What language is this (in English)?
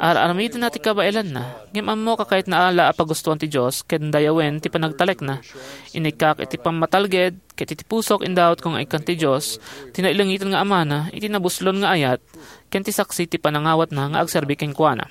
Iloko